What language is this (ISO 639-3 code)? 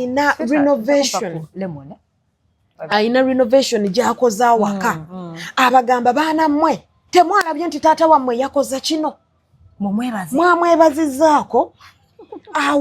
lug